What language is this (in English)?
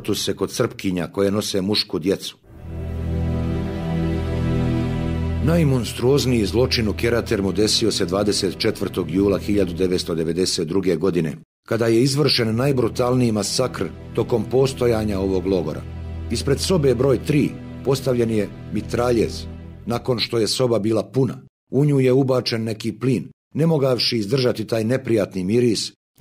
Bosnian